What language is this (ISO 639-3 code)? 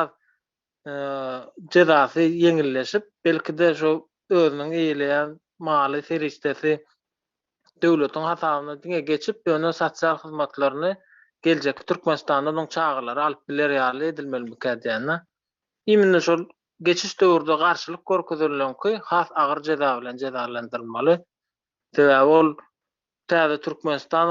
tuk